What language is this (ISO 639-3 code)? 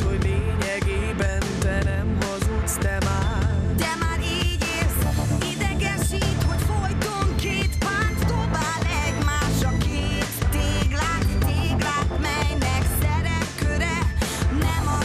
hun